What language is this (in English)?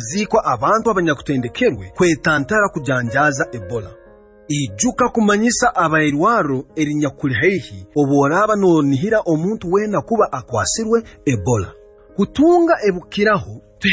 Nyoro